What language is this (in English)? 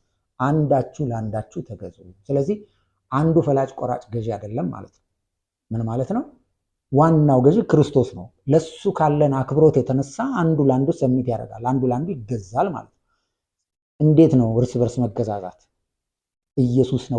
Amharic